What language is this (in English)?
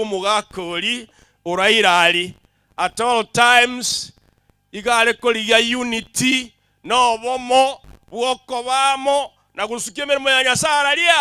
Gusii